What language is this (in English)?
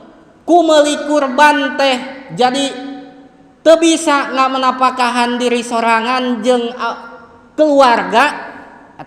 Sundanese